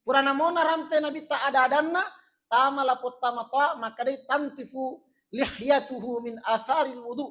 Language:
Buginese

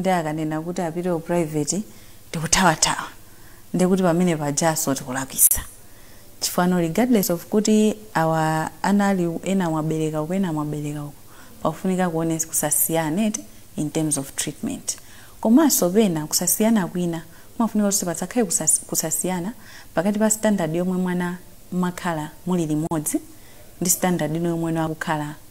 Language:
Nyanja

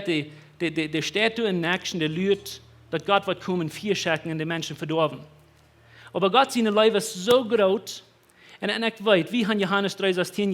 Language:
Plautdietsch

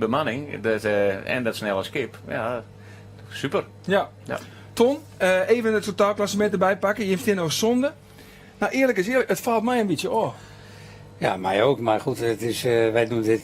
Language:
Western Frisian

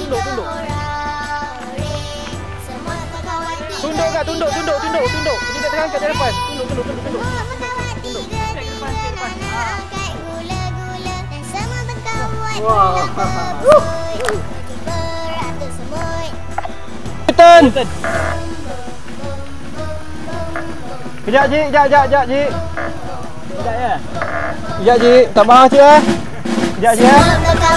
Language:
Malay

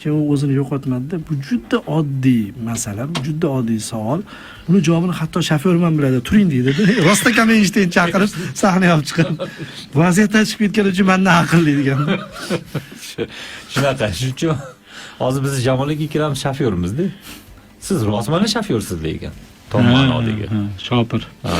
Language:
Uzbek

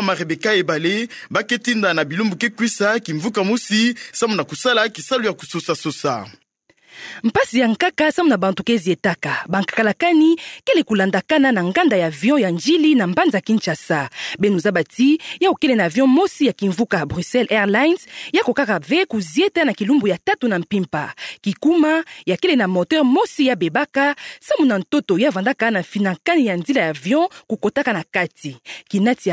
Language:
Kituba (Democratic Republic of Congo)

